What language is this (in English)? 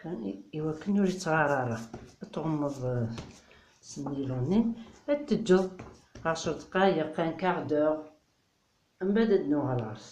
Kabyle